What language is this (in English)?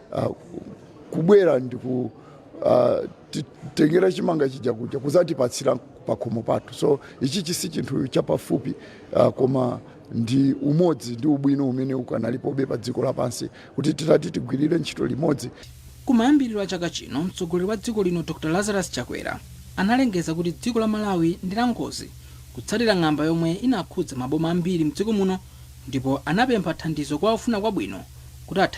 Nyanja